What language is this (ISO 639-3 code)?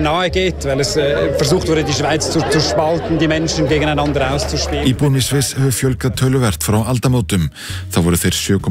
isl